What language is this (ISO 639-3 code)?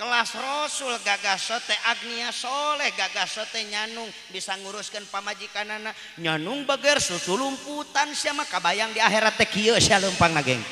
sun